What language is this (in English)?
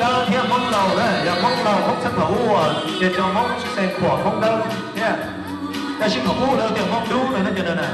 Hmong